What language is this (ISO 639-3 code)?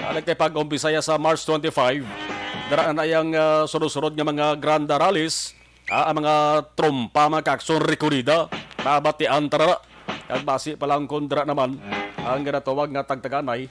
hil